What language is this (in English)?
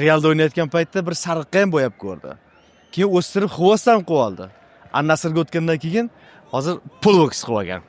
Uzbek